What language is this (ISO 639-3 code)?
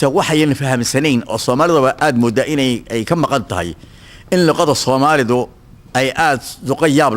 som